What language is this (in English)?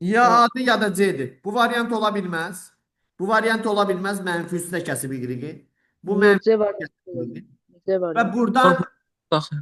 Azerbaijani